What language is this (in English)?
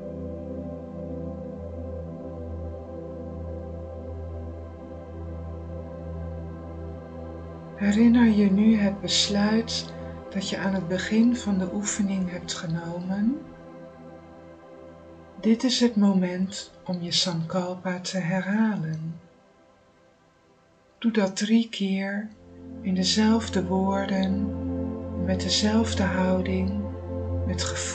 Dutch